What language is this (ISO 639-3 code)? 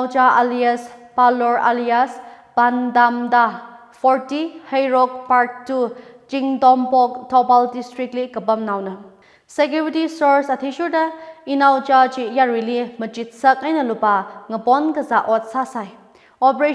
nmf